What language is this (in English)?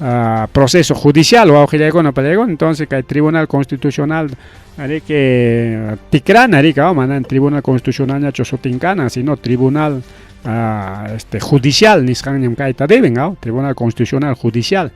Ayacucho Quechua